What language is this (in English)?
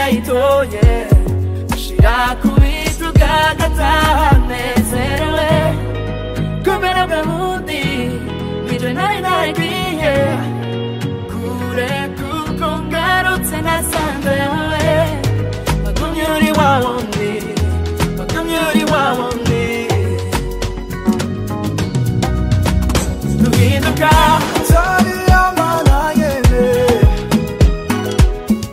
Rundi